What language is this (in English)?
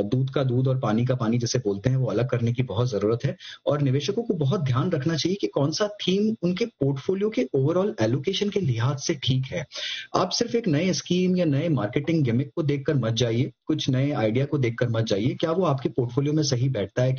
Hindi